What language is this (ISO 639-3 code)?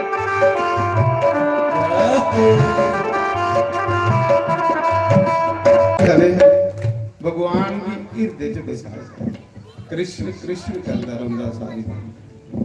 doi